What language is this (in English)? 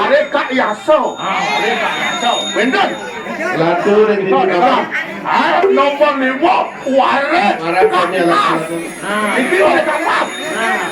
Balinese